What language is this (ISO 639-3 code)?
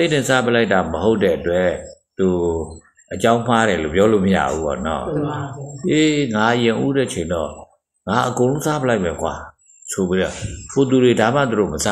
mya